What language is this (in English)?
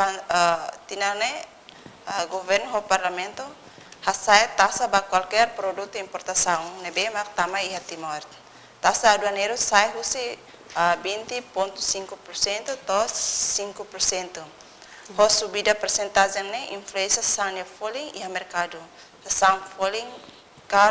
Tetum